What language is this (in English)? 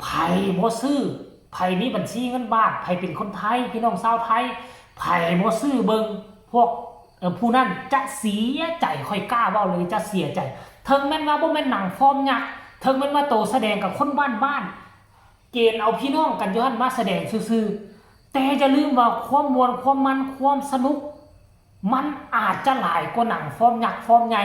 Northeastern Thai